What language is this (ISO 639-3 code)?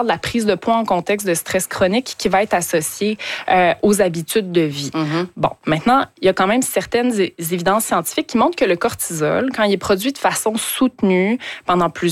fra